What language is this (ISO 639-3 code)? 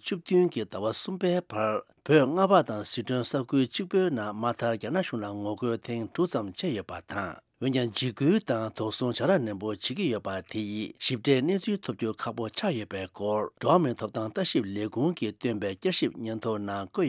bod